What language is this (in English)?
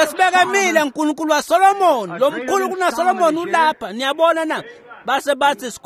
Swati